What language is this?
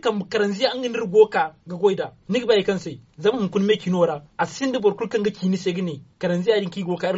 Zarma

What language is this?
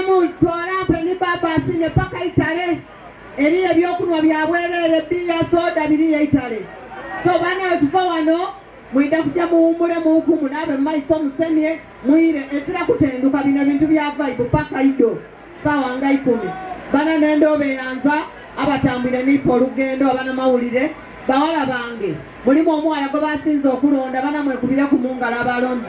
Soga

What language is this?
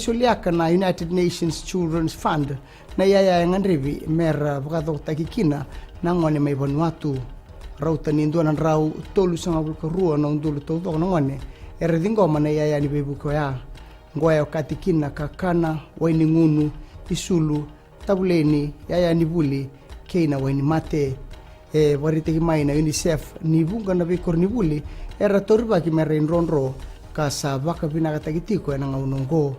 Fijian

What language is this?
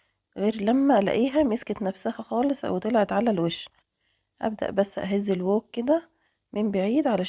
Egyptian Arabic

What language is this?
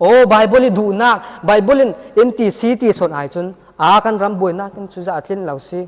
Falam Chin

